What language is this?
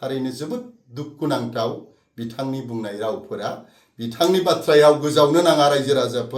Bodo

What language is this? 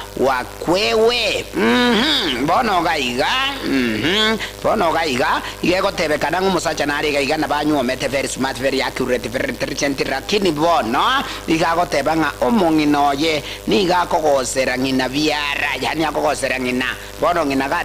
Gusii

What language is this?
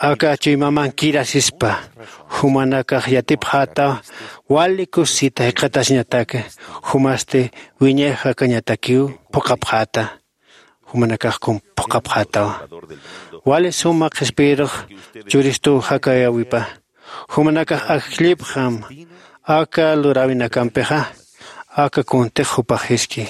Aymara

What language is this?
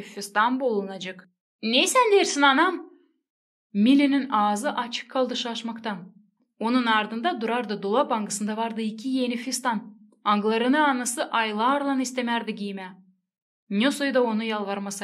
Gagauz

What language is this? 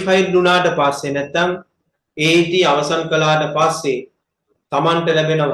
Sinhala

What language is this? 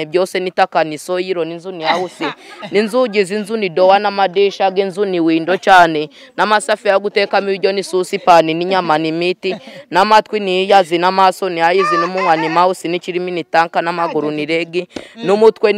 Kinyarwanda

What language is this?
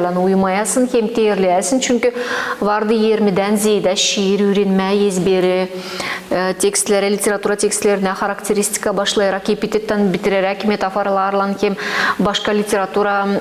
Gagauz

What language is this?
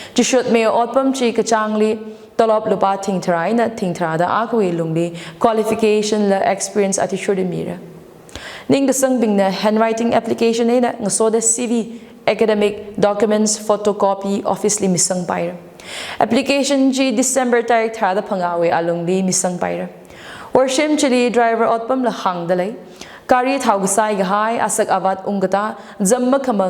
Tangkhul Naga (India)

